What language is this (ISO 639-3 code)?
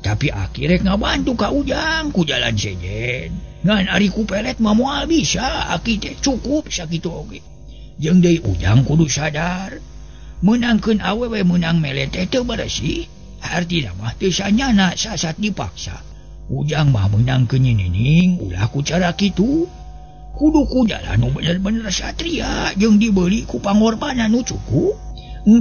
sun